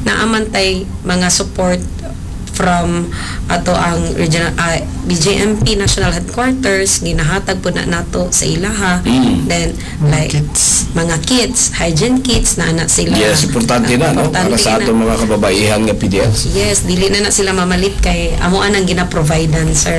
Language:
Cebuano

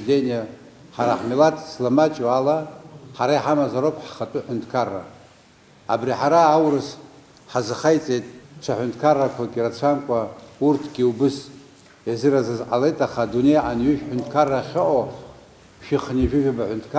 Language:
Abkhazian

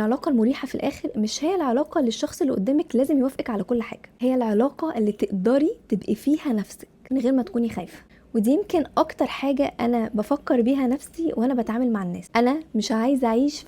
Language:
Egyptian Arabic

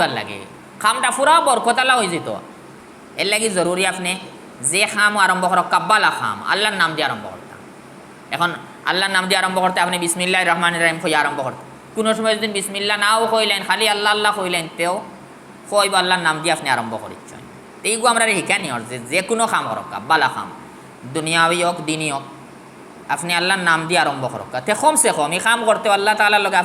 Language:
Sylheti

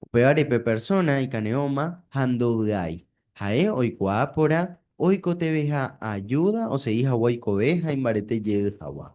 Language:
Guarani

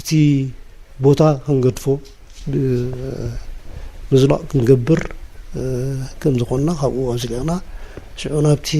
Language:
Tigrinya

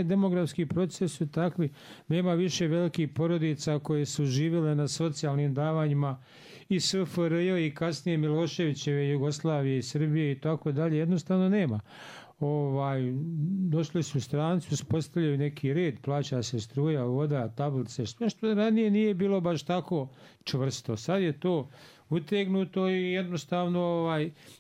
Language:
Bosnian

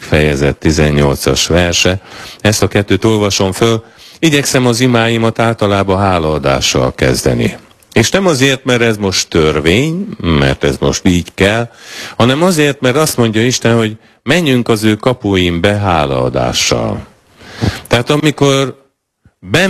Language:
Hungarian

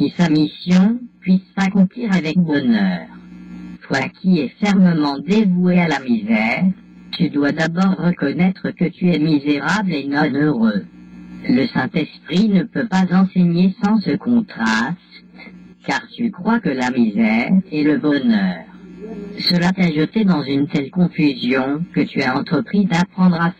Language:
French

